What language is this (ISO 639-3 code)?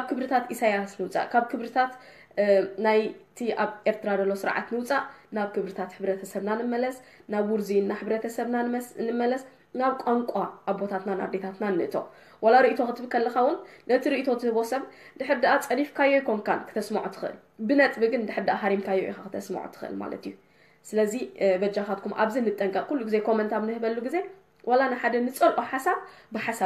tir